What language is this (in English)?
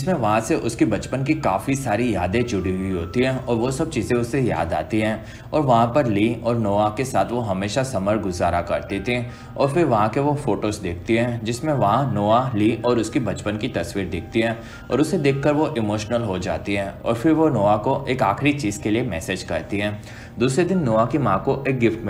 Hindi